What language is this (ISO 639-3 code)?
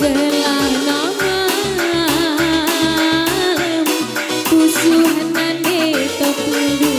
btx